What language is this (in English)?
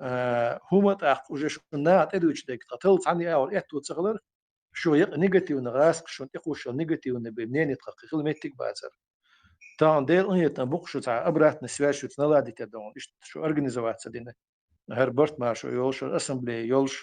Chechen